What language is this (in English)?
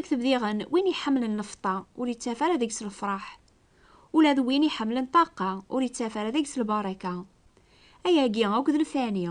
Kabyle